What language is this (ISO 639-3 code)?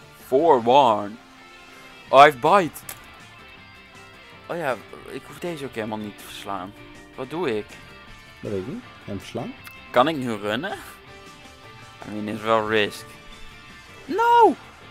nld